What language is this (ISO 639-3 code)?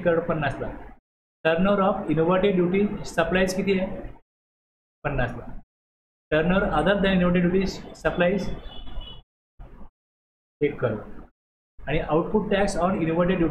mar